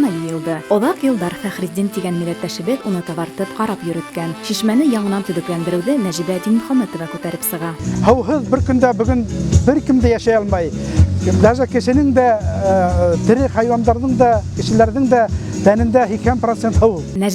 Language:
Bashkir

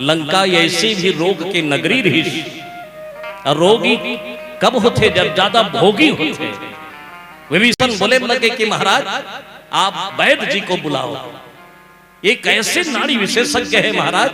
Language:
Chhattisgarhi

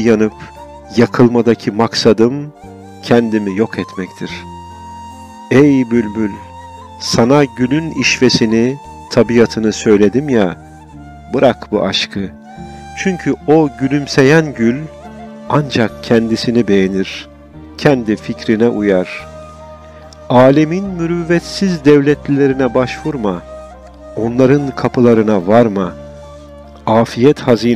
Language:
Turkish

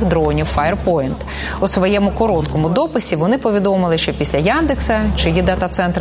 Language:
Ukrainian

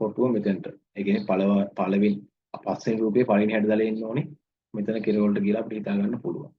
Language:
Sinhala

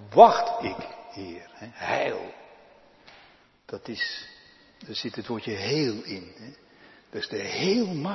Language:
Dutch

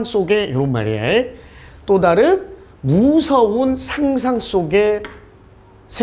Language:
Korean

